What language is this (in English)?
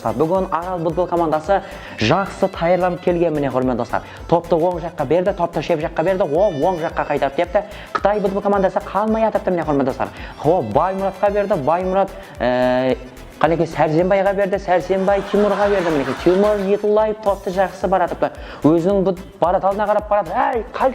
Kara-Kalpak